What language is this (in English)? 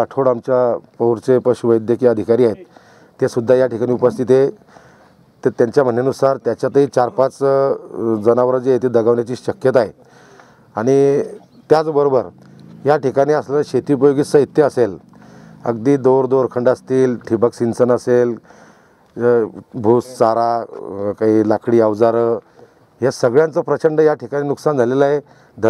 Marathi